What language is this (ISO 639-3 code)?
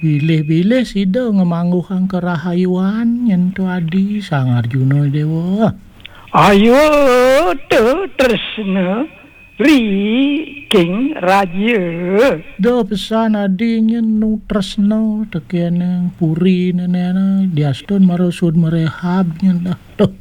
ban